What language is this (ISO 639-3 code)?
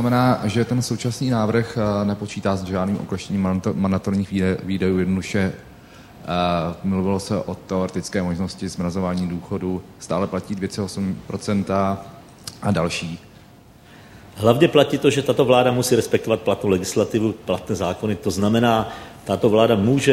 ces